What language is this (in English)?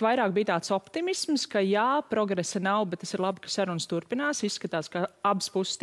Latvian